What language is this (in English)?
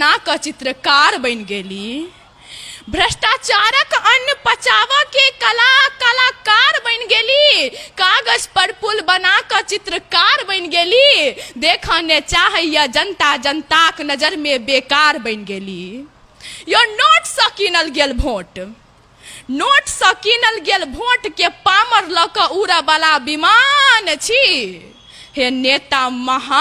Maithili